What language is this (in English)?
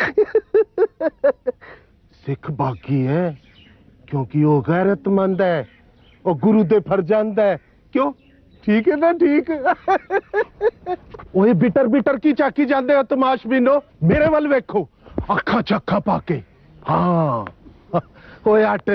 Punjabi